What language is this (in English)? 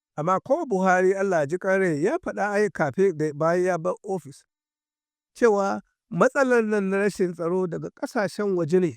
Hausa